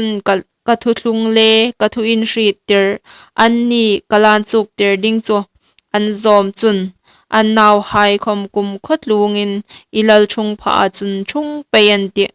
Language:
Hmar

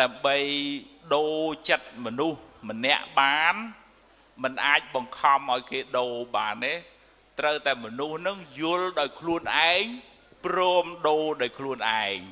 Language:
Khmer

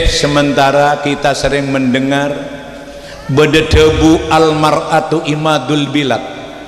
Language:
Madurese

